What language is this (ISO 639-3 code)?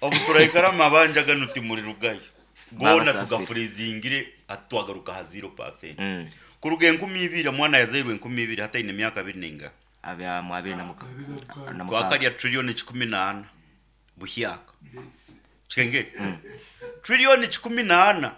nyo